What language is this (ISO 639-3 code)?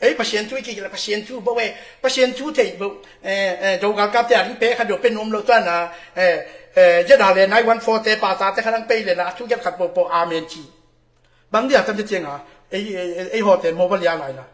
ctd